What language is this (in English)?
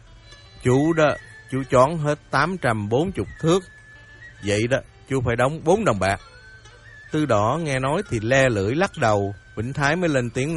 Vietnamese